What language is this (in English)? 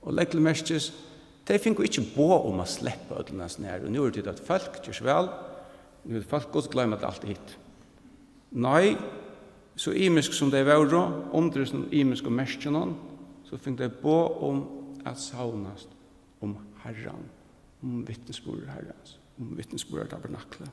Faroese